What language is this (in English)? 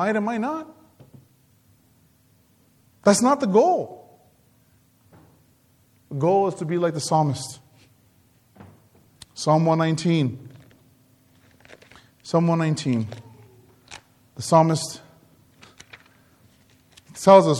English